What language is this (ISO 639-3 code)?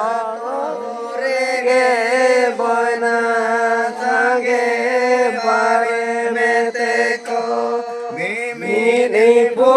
sat